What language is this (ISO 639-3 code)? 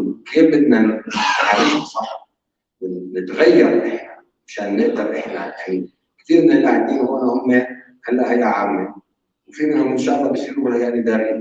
apc